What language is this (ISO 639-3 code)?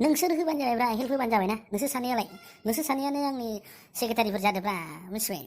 brx